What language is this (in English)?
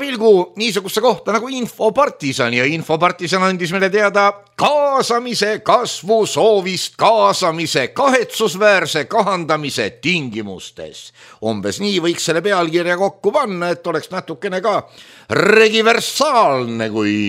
Estonian